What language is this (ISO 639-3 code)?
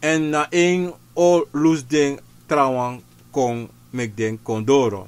srn